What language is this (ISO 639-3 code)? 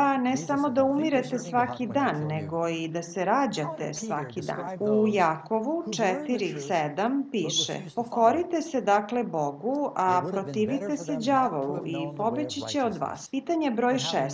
srp